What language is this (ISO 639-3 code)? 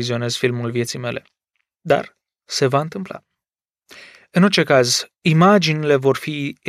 ron